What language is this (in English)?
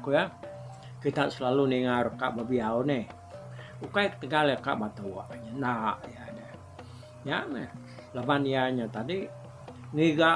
Iban